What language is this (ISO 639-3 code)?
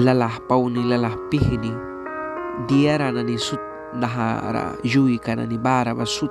miq